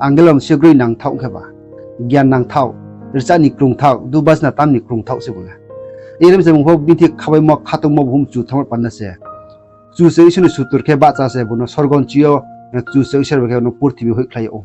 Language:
Riang (India)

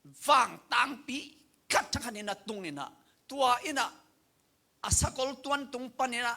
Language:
Tedim Chin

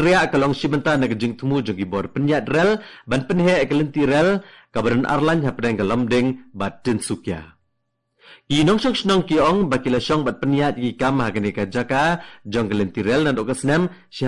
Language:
Khasi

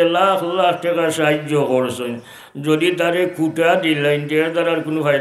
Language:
Sylheti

